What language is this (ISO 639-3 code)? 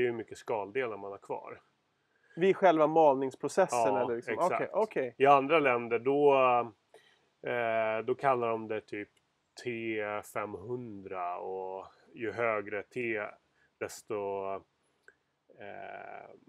swe